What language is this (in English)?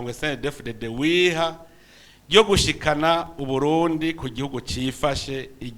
Rundi